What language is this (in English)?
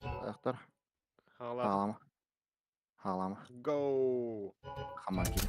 Yakut